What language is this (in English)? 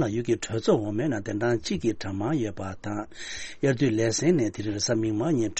Tibetan